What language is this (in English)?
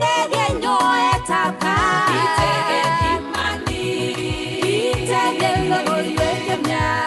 Kalenjin